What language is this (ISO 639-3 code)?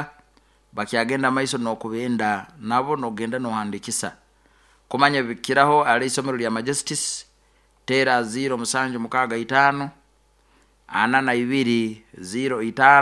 nyo